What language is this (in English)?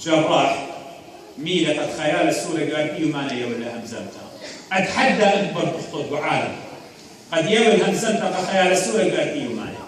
Assyrian Neo-Aramaic